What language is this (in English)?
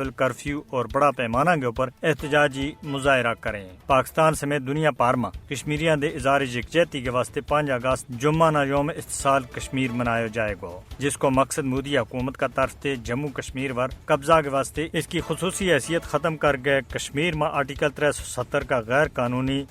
Gujari